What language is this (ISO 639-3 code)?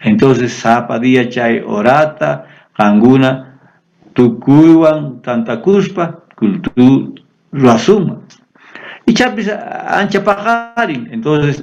quh